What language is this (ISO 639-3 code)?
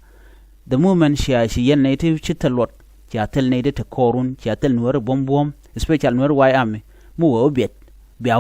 nus